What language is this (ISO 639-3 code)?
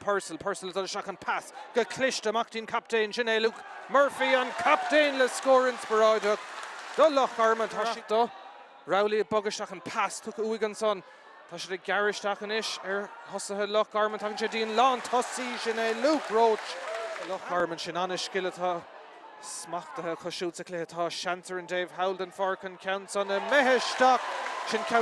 gle